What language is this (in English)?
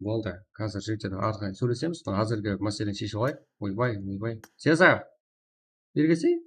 Kara-Kalpak